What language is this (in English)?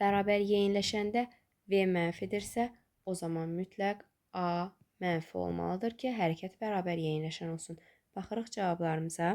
Azerbaijani